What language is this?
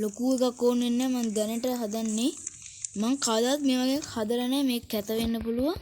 Sinhala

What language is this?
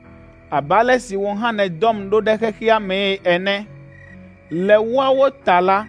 Ewe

